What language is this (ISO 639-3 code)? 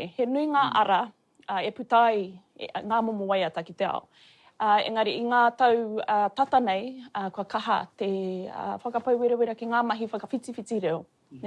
mri